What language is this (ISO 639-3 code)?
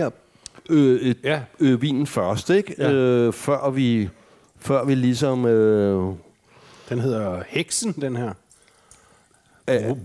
dan